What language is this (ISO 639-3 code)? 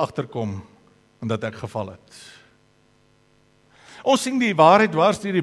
afr